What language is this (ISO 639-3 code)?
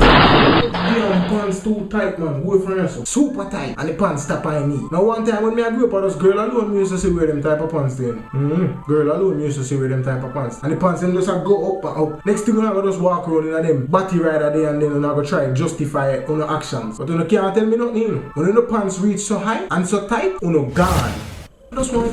jam